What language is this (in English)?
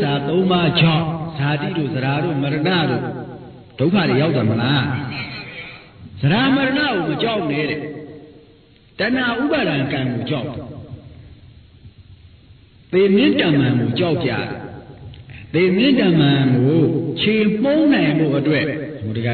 Burmese